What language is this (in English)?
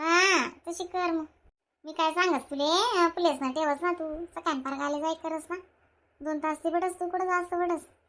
Khandesi